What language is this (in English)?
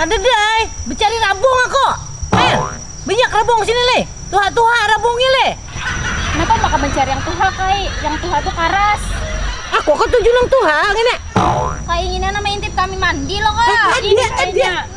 Banjar